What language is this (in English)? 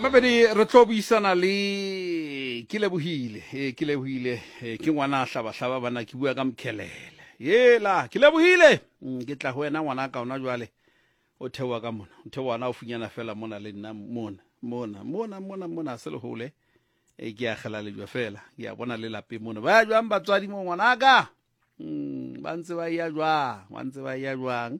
Southern Sotho